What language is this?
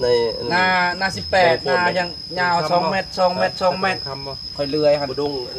Northeastern Thai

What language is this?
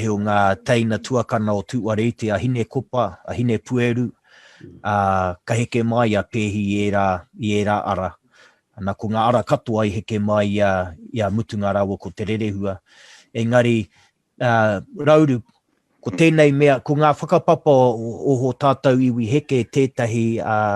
Māori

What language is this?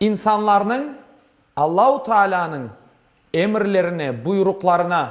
Crimean Tatar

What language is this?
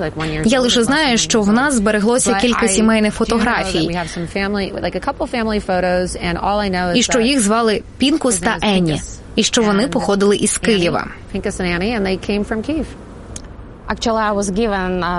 Ukrainian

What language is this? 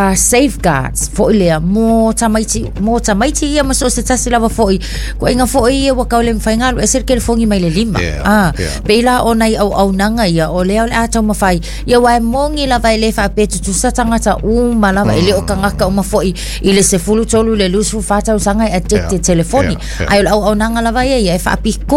Samoan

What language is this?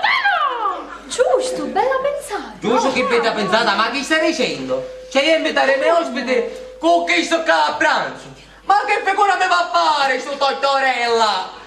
Sicilian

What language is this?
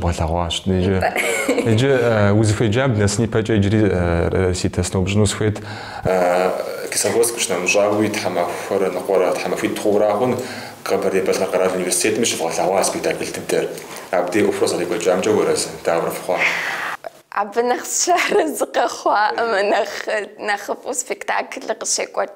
Kabardian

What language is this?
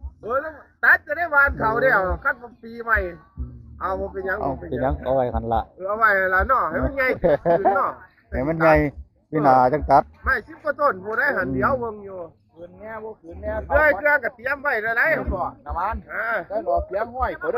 Northeastern Thai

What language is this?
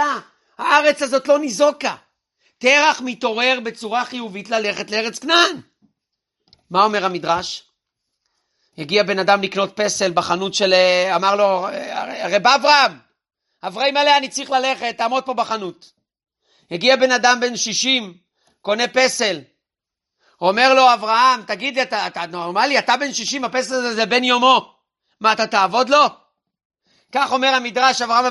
Hebrew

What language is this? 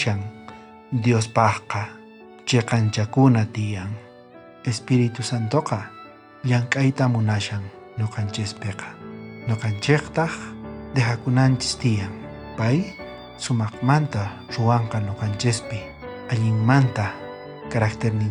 South Bolivian Quechua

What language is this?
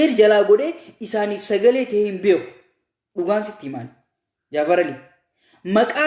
Oromo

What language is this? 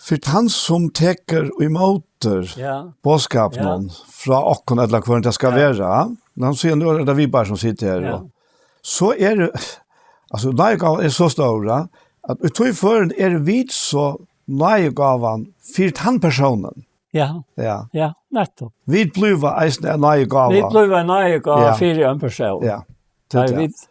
Faroese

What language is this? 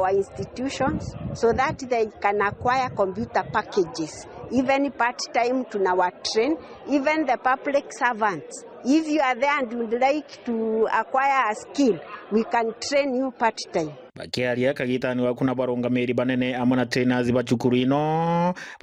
Meru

